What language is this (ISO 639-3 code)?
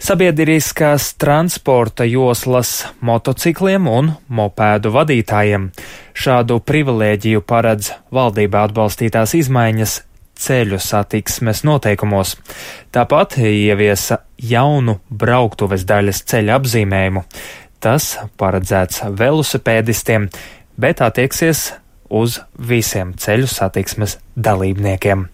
lav